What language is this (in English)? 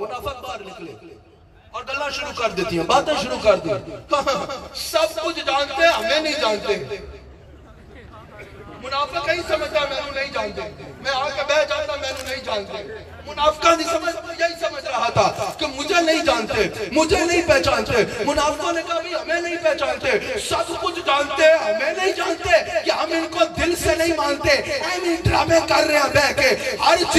Urdu